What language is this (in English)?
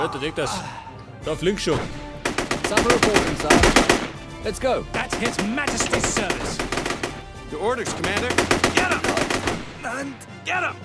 Bavarian